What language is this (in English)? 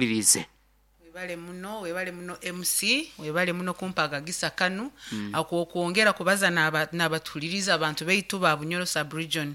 Nyoro